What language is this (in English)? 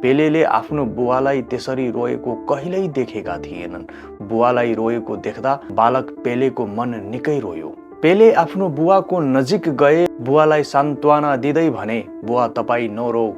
Nepali